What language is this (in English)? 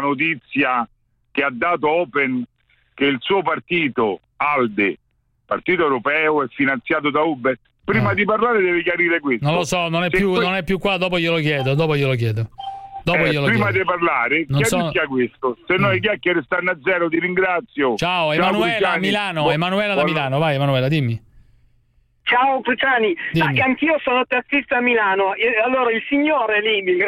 Italian